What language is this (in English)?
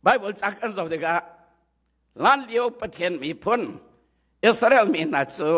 Hakha Chin